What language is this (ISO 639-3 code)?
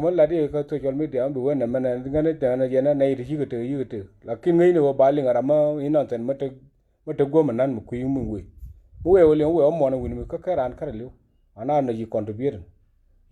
nus